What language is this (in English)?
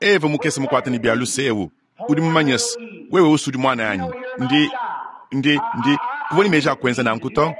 Luba-Lulua